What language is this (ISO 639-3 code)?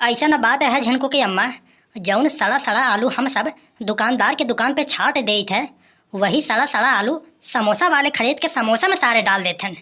awa